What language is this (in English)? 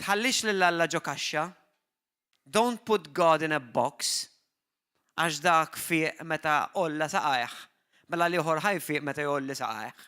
Maltese